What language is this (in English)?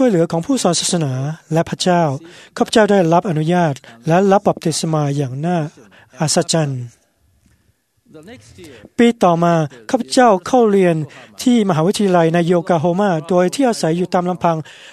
Thai